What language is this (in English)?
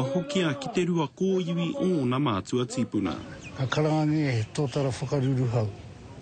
Māori